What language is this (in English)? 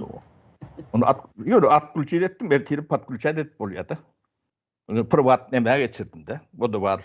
Turkmen